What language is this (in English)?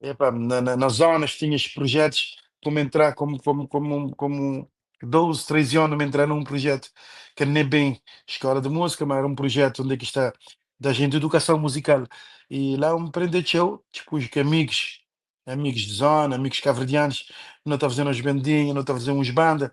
Kabuverdianu